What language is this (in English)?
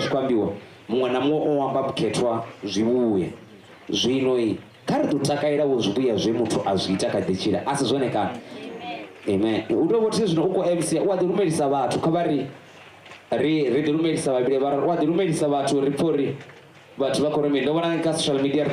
Venda